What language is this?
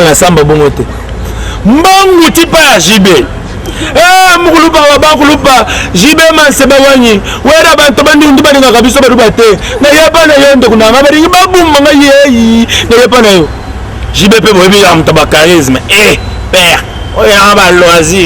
Lingala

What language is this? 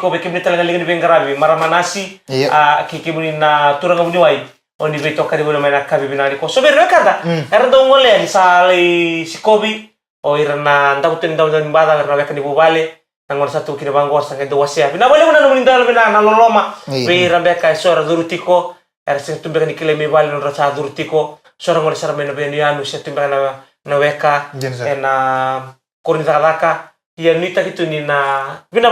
Fijian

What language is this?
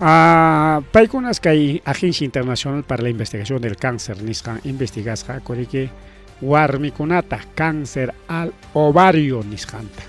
Ayacucho Quechua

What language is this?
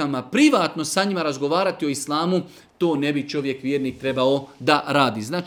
Bosnian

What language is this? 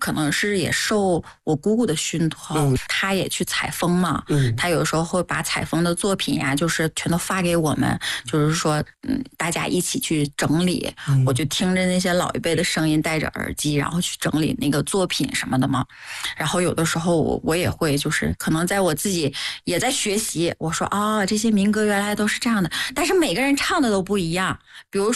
Chinese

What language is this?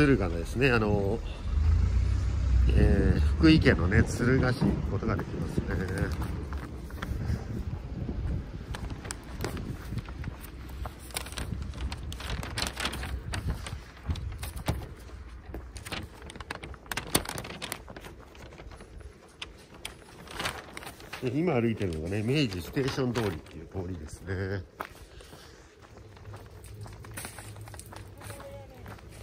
Japanese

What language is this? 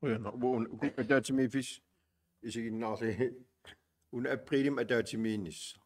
Kalaallisut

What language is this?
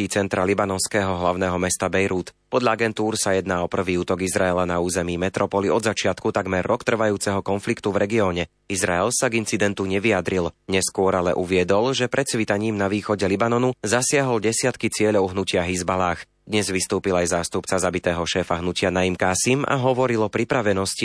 Slovak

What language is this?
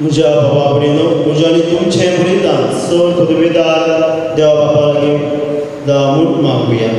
Konkani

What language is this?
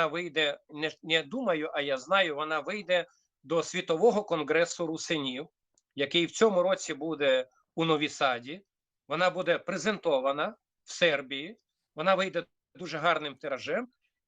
Rusyn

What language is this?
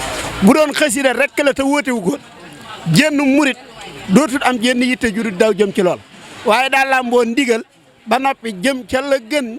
Wolof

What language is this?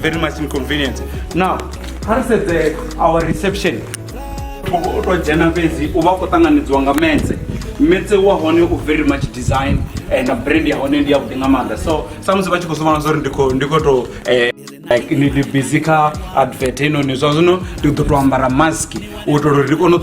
Venda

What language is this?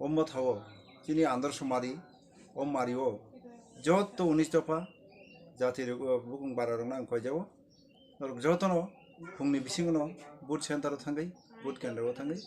Kok Borok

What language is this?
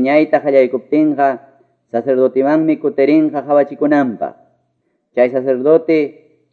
Quechua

